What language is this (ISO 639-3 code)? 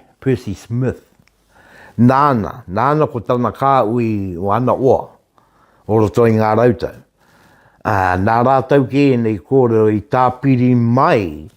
mri